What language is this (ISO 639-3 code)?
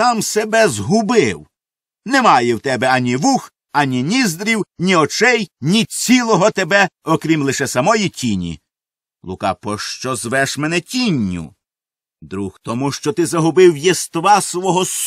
ukr